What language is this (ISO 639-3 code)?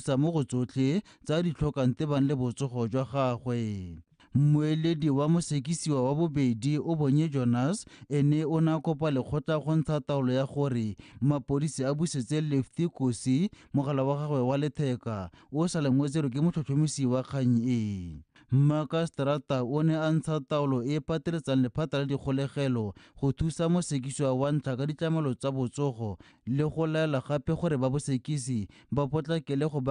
tsn